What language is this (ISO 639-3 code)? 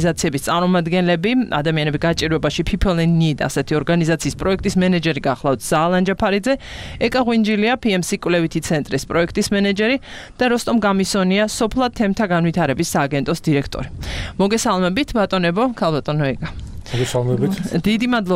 kat